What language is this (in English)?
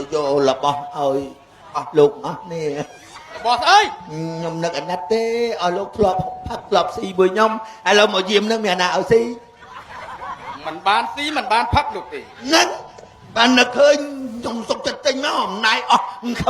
Khmer